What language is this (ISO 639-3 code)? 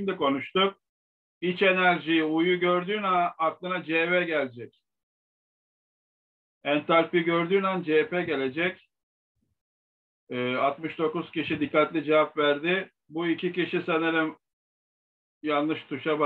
tur